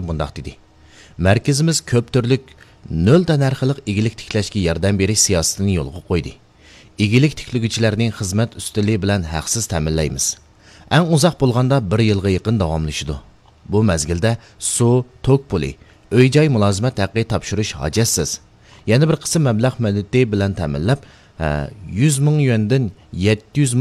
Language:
Uyghur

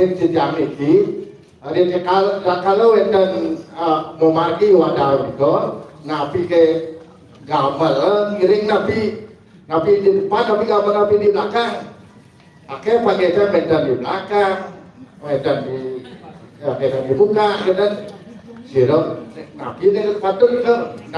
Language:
Balinese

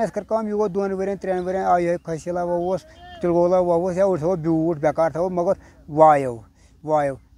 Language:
Kashmiri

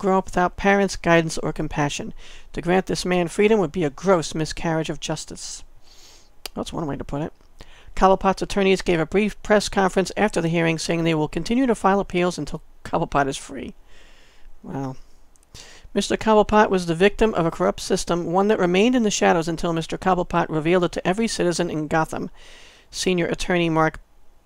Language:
English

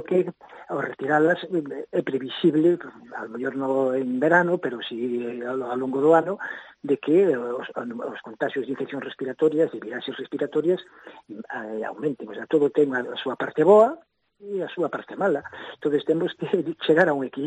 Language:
Galician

